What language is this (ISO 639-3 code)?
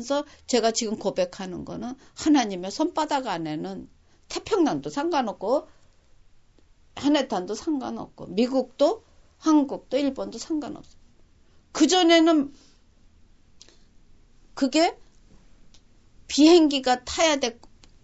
kor